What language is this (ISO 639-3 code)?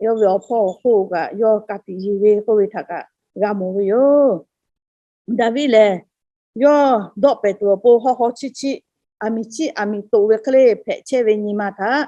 lhu